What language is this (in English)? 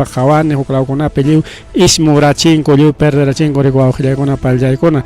Ayacucho Quechua